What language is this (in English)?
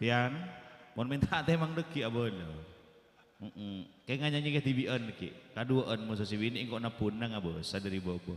Madurese